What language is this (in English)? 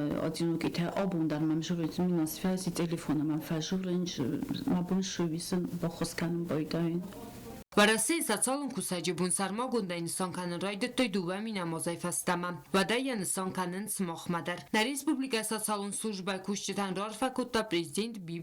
Ossetic